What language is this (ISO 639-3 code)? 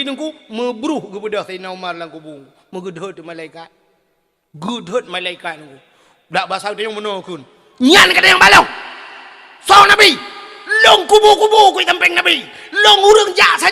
ace